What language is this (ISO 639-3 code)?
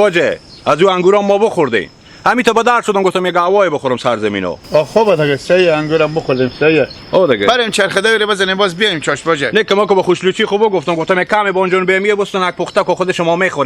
haz